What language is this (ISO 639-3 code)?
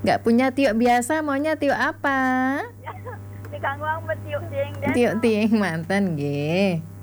ban